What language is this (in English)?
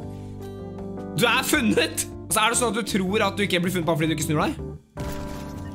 Norwegian